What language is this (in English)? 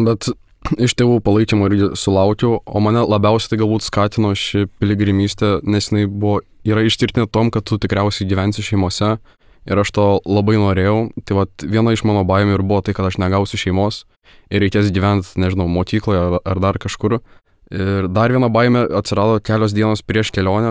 Lithuanian